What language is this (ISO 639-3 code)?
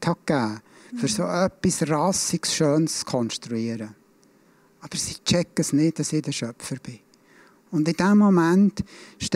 gsw